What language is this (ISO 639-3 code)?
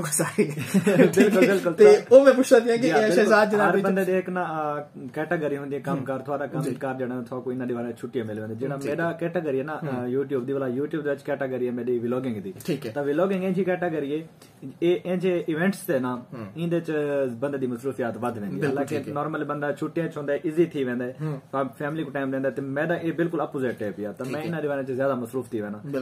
skr